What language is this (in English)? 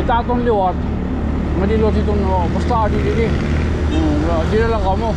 Waray